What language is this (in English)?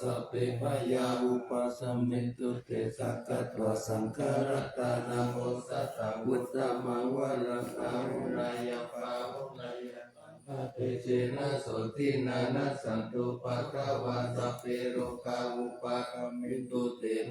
Pali